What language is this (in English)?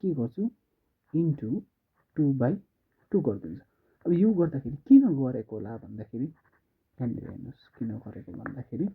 Nepali